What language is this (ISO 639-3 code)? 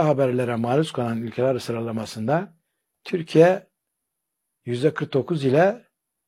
tur